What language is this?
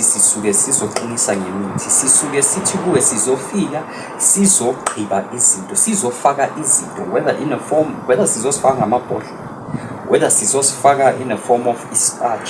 Zulu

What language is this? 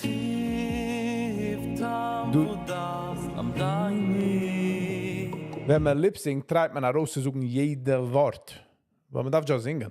Yiddish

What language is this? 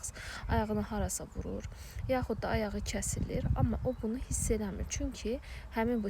Azerbaijani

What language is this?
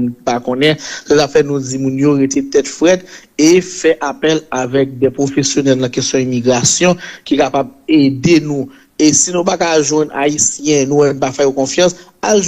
Haitian Creole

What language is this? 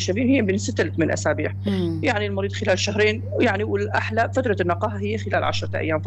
North Levantine Arabic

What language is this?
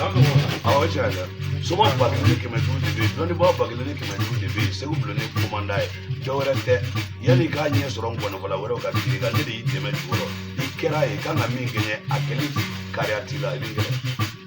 Bambara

